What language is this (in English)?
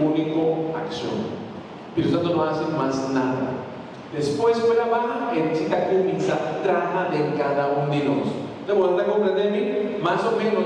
Papiamento